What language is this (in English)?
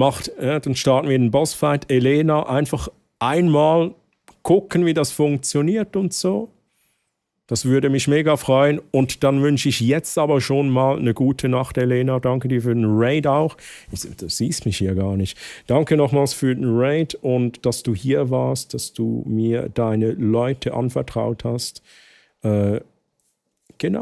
Swiss German